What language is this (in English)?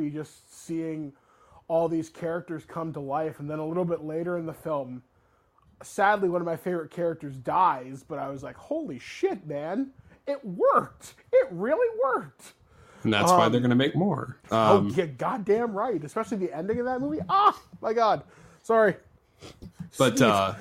English